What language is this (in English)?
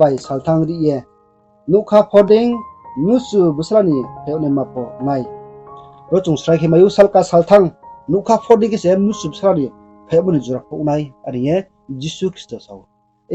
Riang (India)